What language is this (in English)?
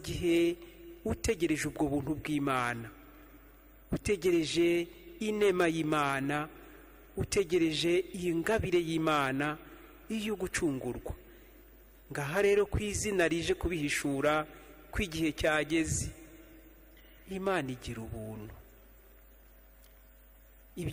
Kinyarwanda